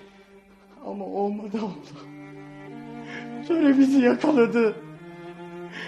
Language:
Turkish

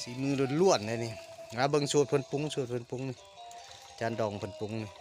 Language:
Lao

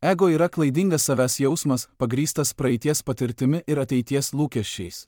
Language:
Lithuanian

